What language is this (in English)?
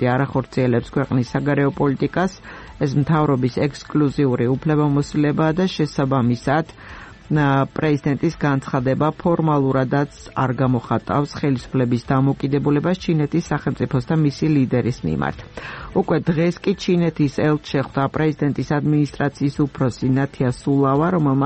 Georgian